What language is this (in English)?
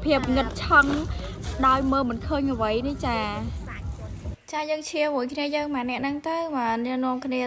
Khmer